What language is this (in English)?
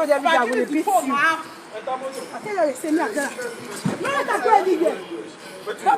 Nigerian Pidgin